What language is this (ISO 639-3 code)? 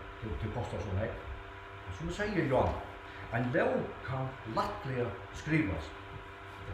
fao